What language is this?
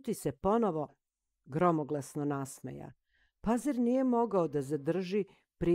Serbian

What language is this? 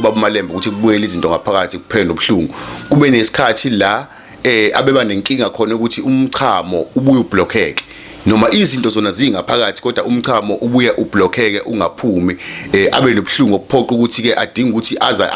Zulu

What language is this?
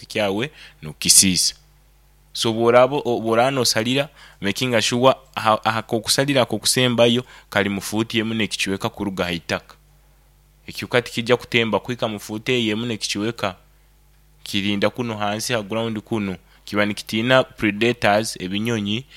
Nyoro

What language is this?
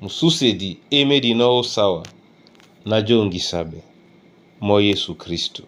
Duala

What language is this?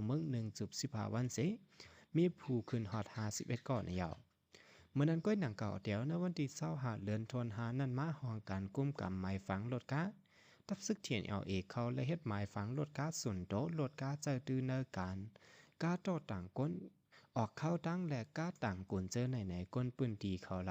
Shan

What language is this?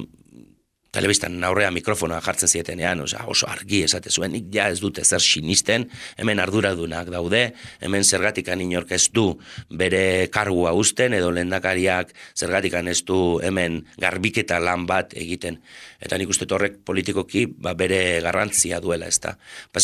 Basque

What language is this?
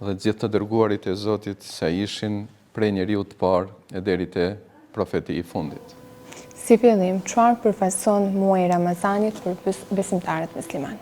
Albanian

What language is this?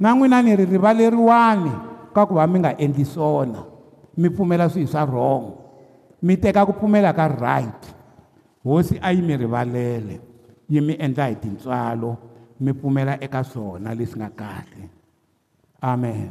Tsonga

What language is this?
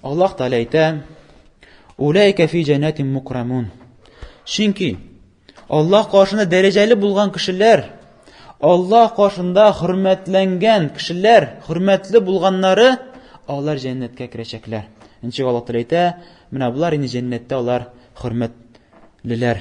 Tatar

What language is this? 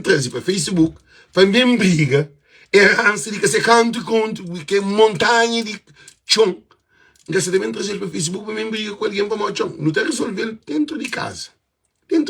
Kabuverdianu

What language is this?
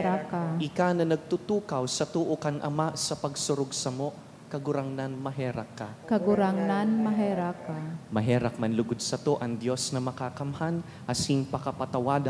Bikol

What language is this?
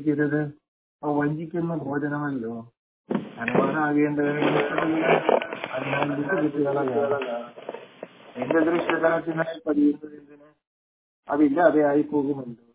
Malayalam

